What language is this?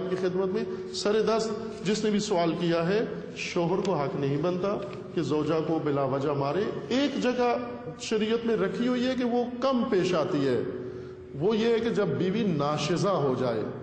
Urdu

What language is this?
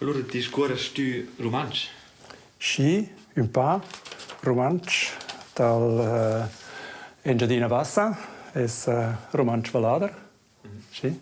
Romansh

